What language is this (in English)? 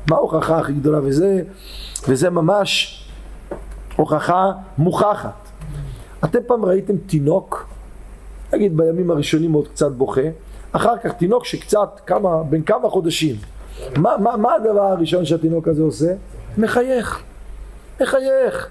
Hebrew